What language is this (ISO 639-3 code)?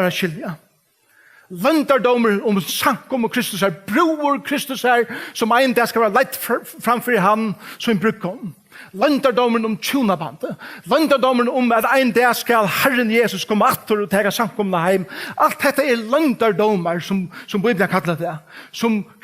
fao